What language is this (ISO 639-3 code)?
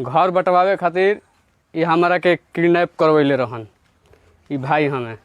bho